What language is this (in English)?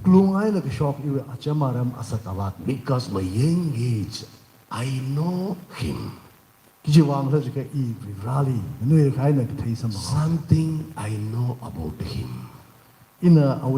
Tangkhul Naga (India)